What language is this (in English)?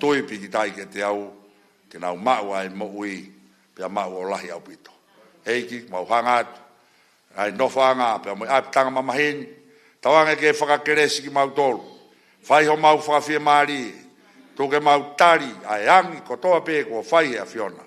Tongan